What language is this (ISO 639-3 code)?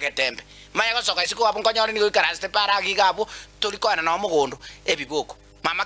guz